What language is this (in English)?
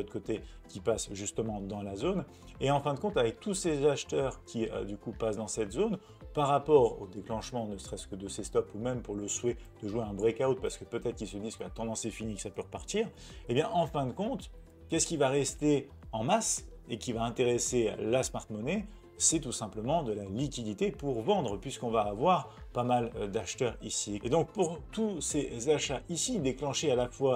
French